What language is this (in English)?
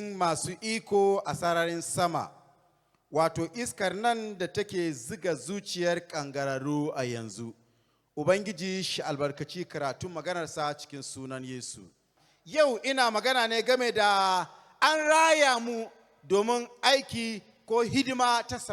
Hausa